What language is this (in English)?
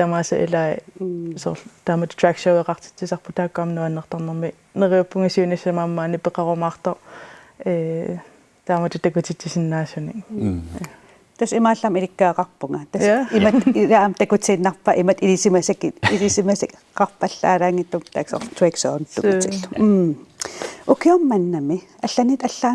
Kalaallisut